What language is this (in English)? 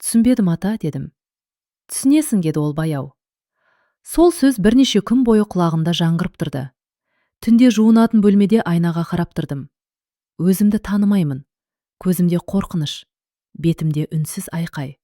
Kazakh